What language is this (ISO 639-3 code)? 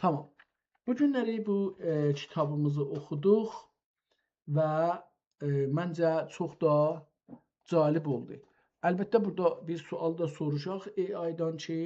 azb